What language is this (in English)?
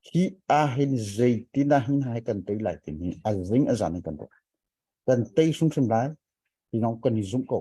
Hakha Chin